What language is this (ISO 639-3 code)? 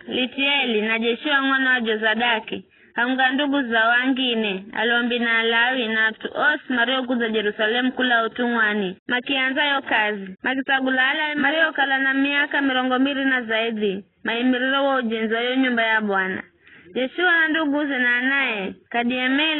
nyf